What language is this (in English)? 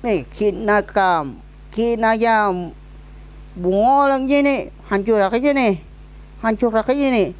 Banjar